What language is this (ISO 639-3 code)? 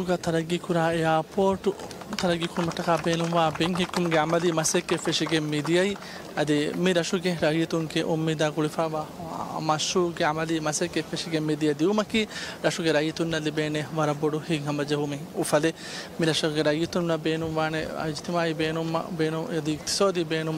div